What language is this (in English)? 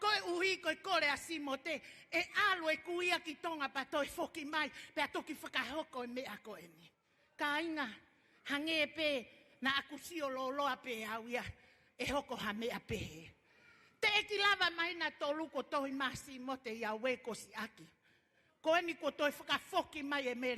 Tongan